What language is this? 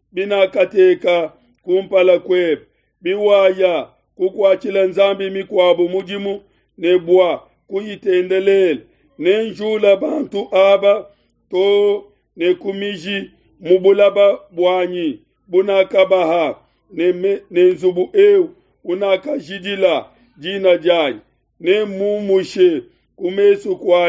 Luba-Lulua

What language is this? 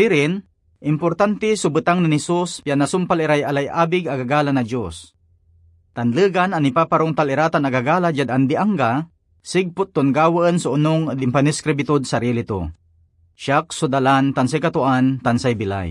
Pangasinan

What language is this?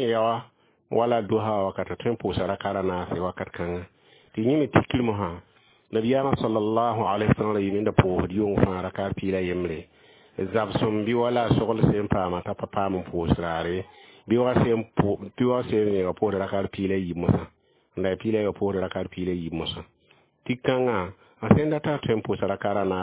Mossi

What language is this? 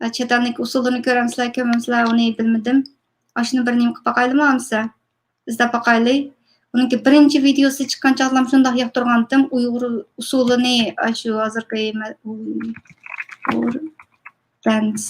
Uyghur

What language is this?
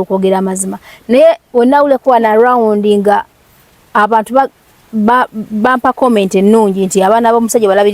Ganda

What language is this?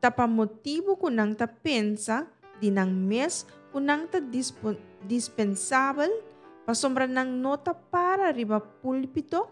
Papiamento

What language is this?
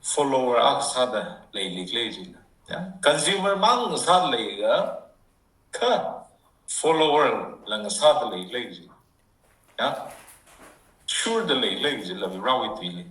Tangkhul Naga (India)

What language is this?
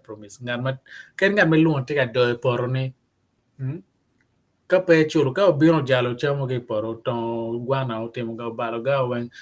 Acoli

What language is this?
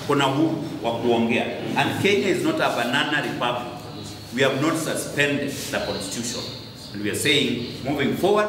Kamba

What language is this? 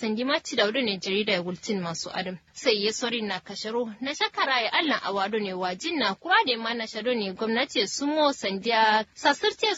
Kanuri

